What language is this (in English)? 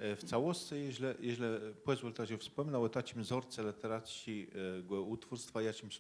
Kashubian